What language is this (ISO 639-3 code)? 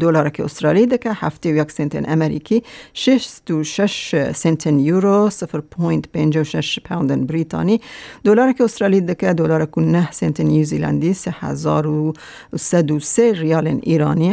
kur